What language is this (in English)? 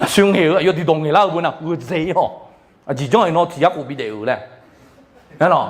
Akha